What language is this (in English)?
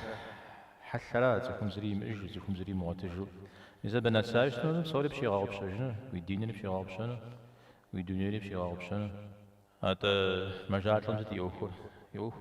Kabardian